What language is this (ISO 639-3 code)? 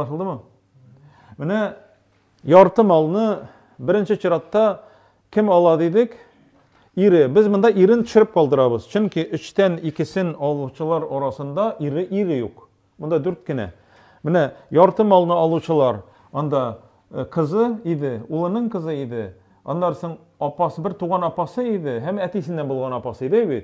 tat